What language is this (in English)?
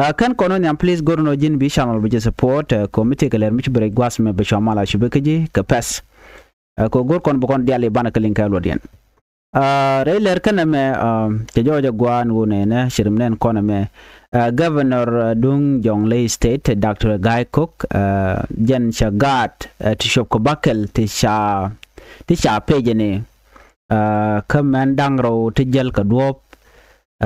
Nuer